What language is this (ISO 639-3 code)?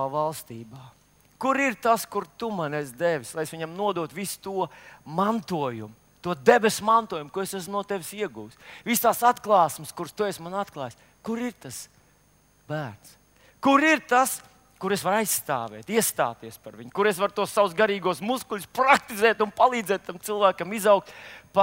lav